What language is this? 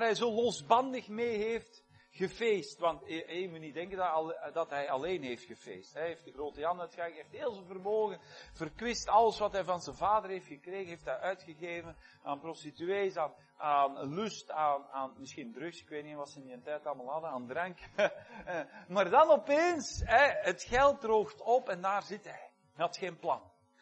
Dutch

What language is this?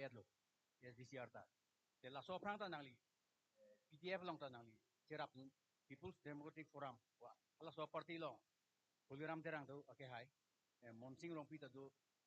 Karbi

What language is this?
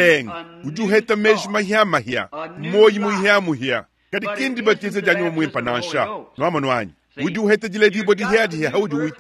Luba-Lulua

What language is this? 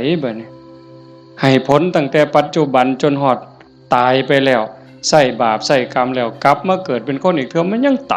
Northeastern Thai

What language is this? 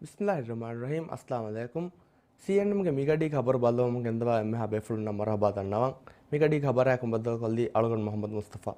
Divehi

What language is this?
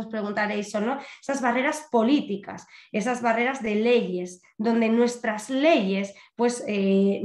Spanish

